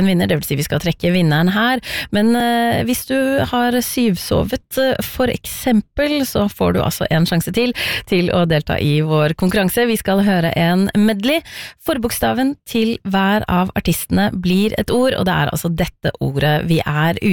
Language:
Norwegian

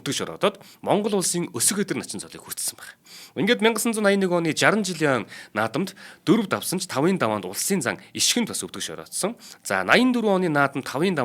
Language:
Mongolian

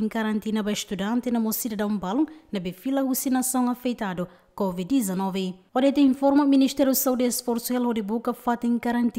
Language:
Tetum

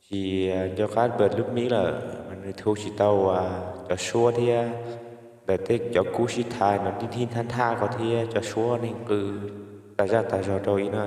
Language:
Hmong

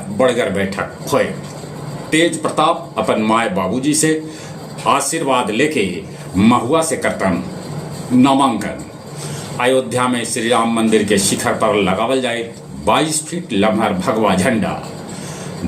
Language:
Magahi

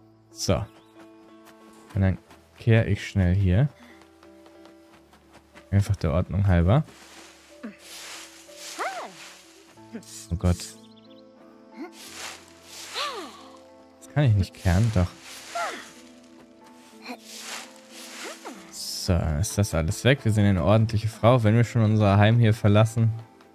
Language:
German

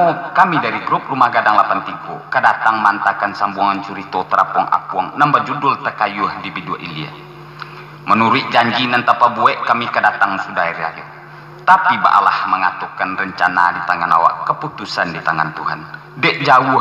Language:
Minangkabau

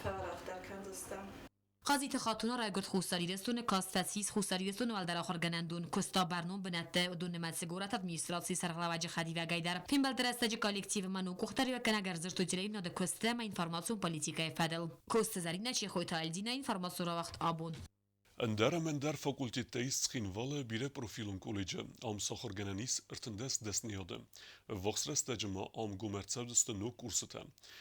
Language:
Ossetic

